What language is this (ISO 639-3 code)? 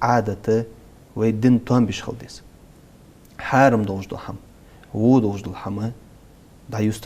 inh